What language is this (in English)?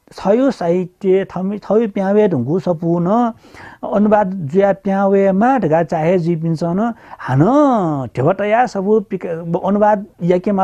Newari